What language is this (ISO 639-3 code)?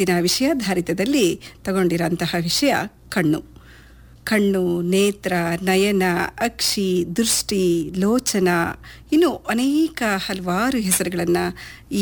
kan